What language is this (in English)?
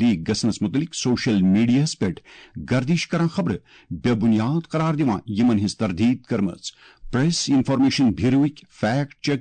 Kashmiri